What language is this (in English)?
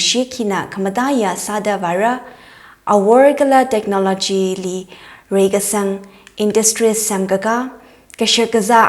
Tangkhul Naga (India)